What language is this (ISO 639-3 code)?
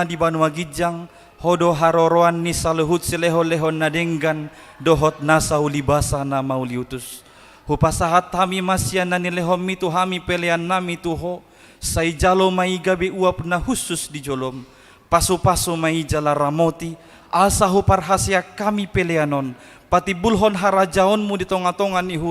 bbc